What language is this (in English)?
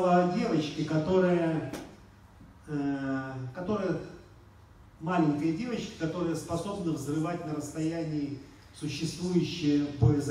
Russian